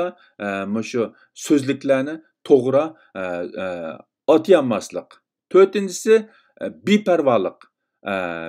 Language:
Uyghur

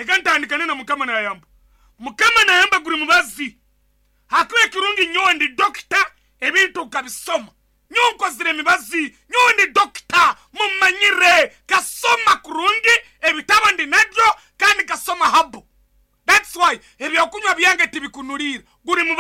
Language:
Nyankole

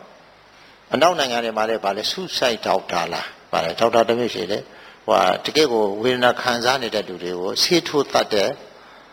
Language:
Burmese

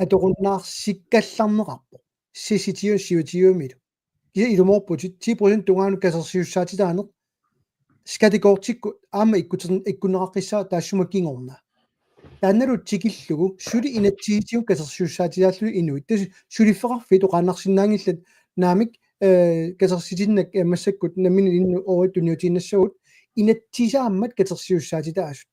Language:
Kalaallisut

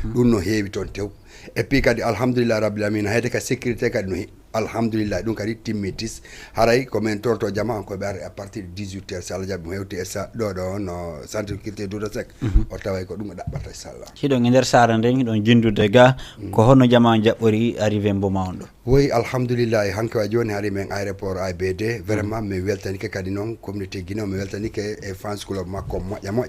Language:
Fula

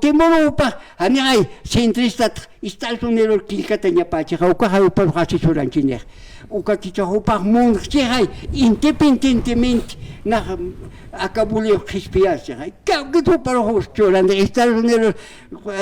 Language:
Aymara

